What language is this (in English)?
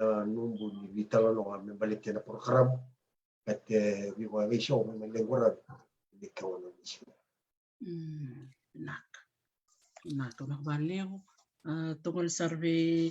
Fijian